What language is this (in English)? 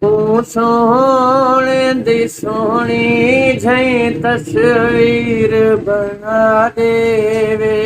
Saraiki